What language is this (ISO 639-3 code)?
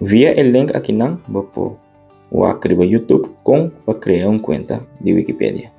pap